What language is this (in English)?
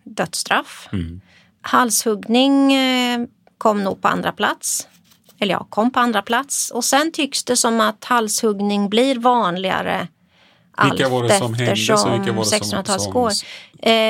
Swedish